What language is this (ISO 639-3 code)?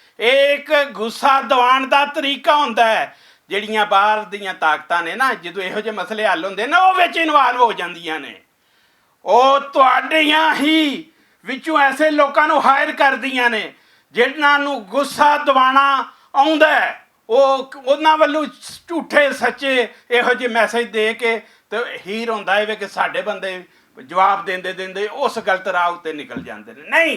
lah